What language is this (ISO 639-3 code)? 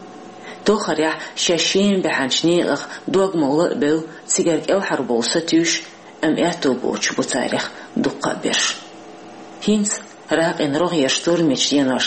che